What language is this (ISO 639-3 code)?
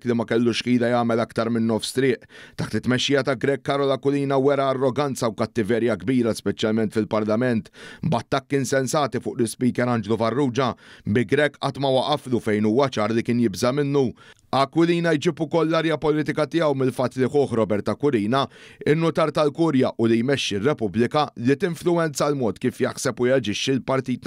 mlt